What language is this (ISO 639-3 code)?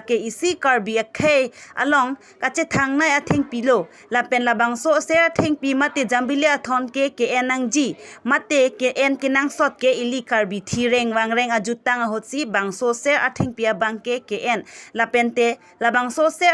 mjw